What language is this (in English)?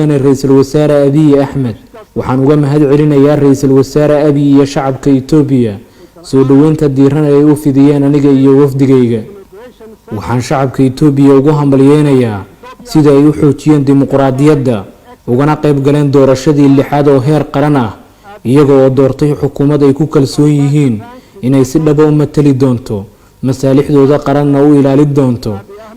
Somali